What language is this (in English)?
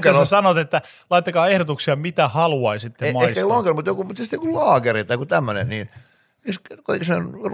Finnish